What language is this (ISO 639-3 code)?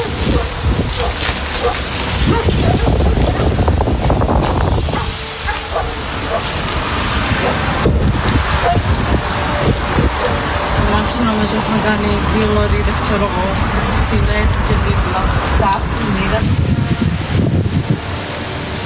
ron